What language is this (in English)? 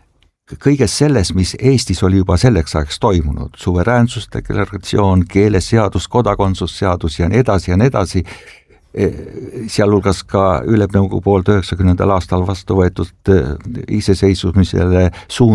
Estonian